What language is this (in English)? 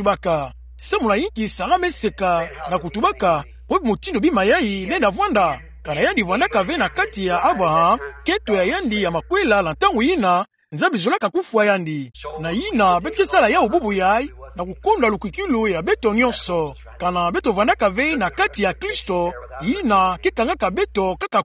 Kituba (Democratic Republic of Congo)